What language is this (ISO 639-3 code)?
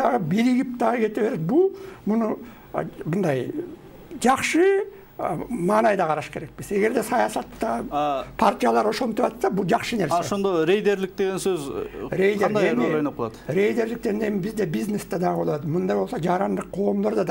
kir